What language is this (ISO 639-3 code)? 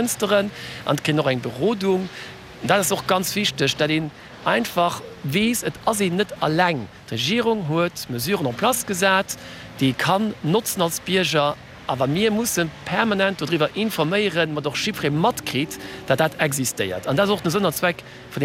ltz